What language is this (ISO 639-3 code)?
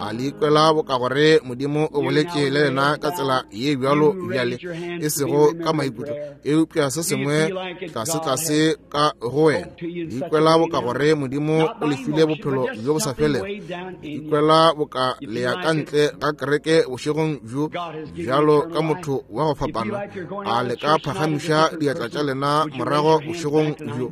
nso